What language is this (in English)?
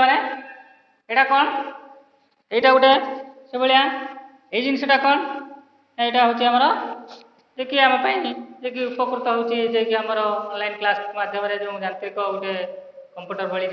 Odia